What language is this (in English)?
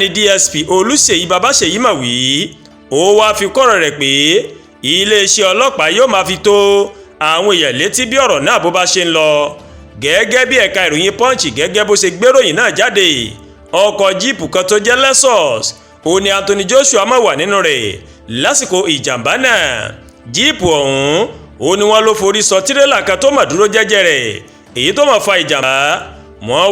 Yoruba